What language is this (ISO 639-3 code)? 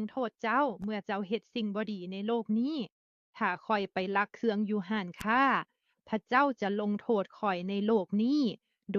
lao